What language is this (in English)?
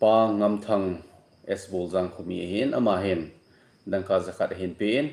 Thado Chin